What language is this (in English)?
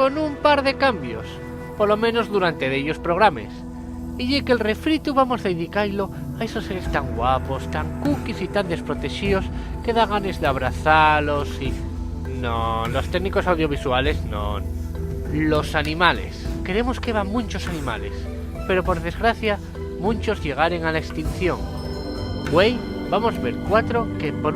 Asturian